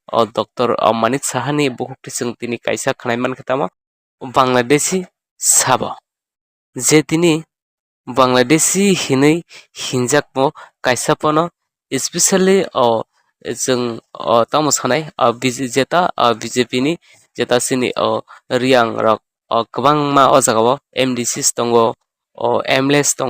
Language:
Kok Borok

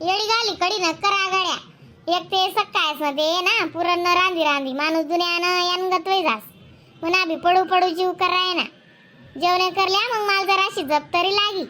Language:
Khandesi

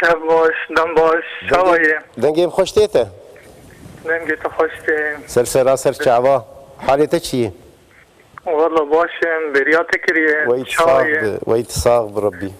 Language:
Kurdish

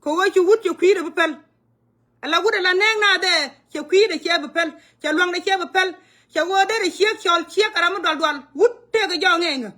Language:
Nuer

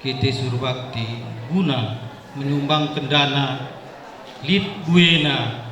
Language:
Batak Karo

